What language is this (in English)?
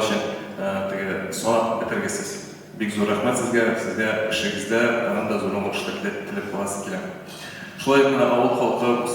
Tatar